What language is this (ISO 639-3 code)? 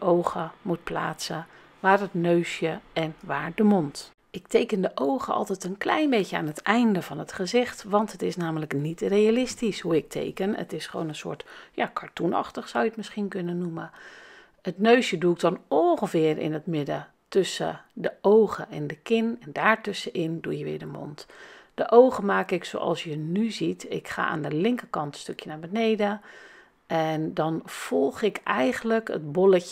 nld